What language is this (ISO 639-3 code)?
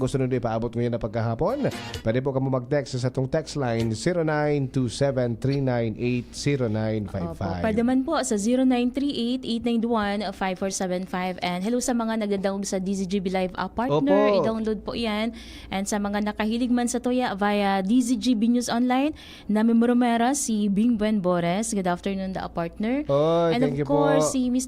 bik